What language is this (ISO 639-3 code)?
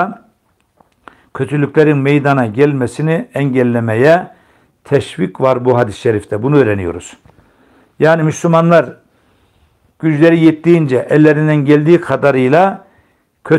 tur